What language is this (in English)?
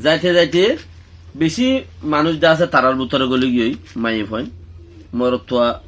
Rohingya